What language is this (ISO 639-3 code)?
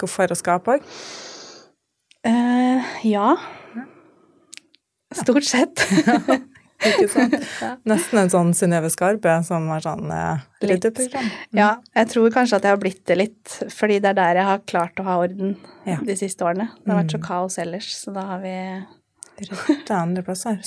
nor